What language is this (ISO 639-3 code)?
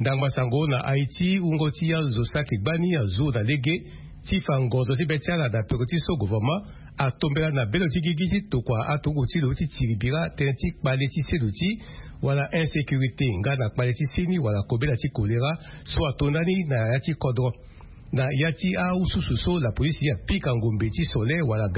sag